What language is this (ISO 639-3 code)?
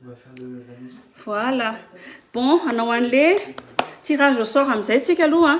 mlg